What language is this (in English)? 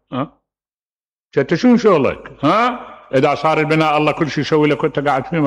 Mesopotamian Arabic